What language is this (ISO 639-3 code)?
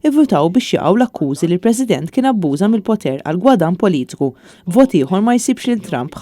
mlt